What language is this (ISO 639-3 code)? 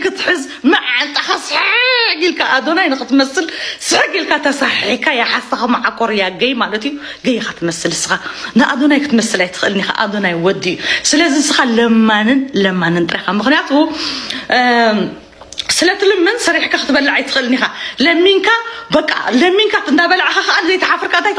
tir